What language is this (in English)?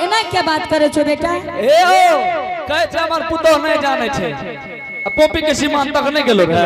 Angika